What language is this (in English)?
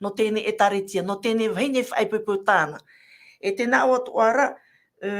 Tahitian